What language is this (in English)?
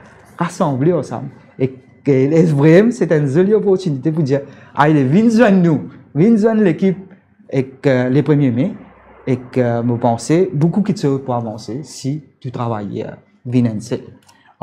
Morisyen